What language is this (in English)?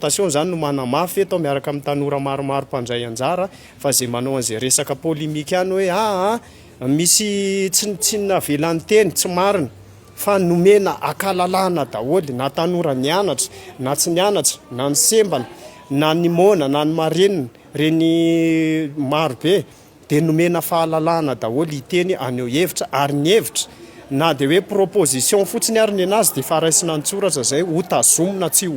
Malagasy